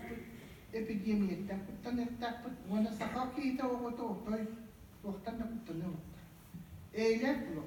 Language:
Yakut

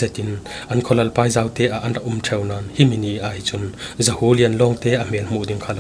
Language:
Falam Chin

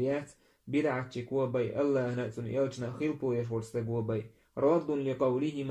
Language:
Chechen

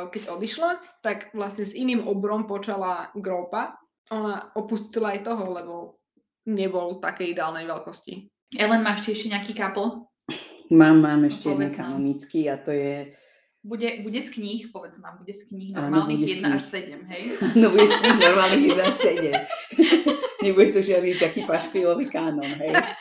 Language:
Slovak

